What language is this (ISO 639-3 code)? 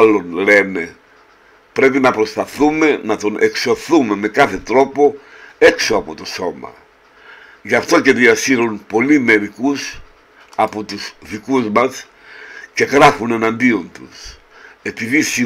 ell